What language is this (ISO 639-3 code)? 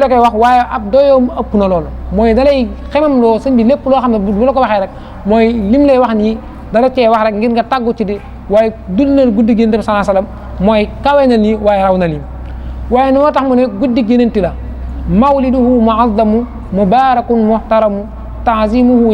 wol